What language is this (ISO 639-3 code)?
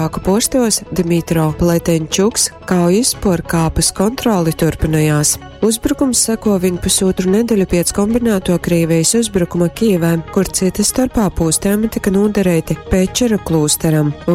ltg